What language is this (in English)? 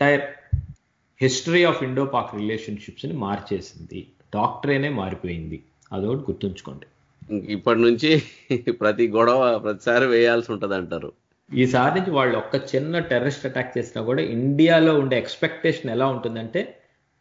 Telugu